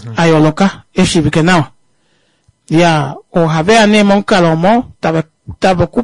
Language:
Kuanyama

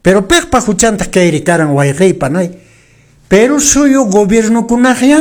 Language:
Quechua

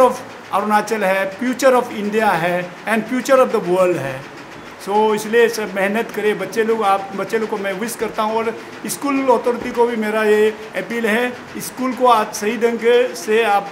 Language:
Hindi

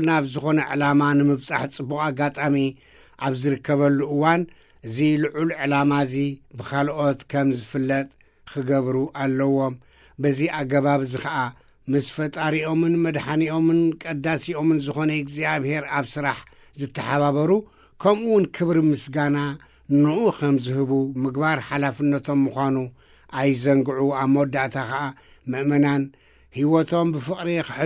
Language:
Tigrinya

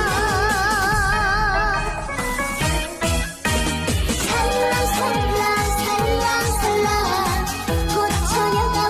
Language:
Korean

